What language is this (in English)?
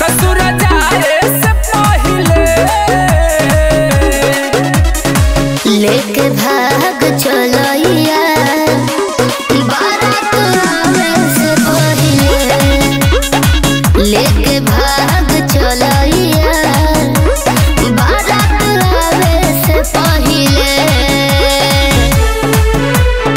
Bhojpuri